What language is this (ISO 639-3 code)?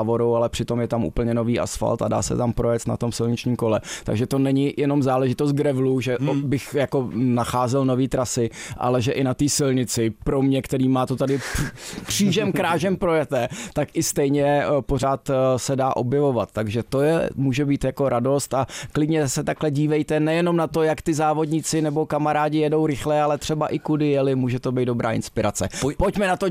ces